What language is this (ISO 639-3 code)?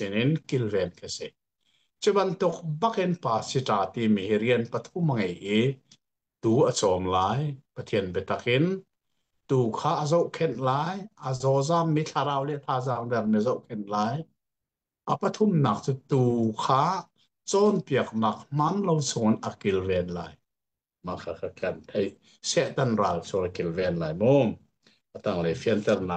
cnh